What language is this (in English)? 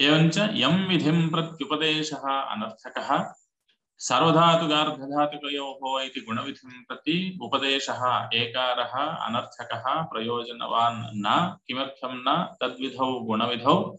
Sanskrit